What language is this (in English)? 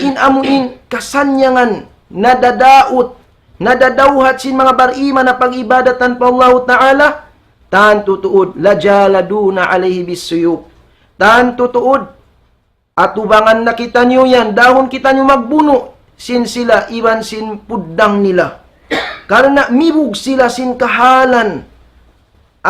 Tausug